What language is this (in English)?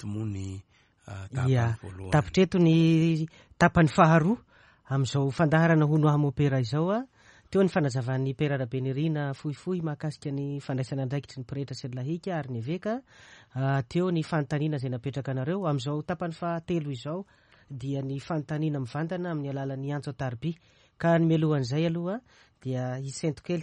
Malagasy